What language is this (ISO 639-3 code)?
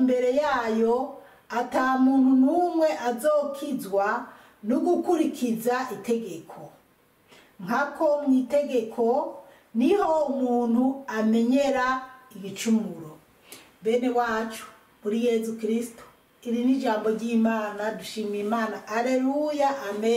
run